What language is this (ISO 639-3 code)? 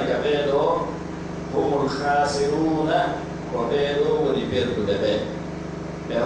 ful